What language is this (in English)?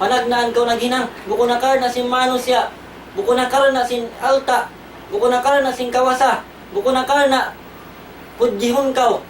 Tausug